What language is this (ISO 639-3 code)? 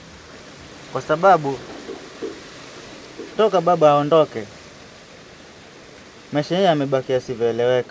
swa